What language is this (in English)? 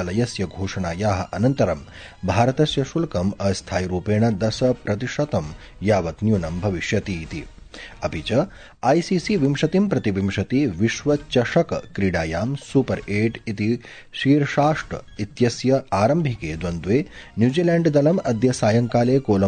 Sanskrit